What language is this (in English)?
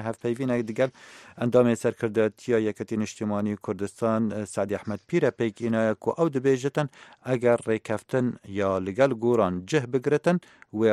Kurdish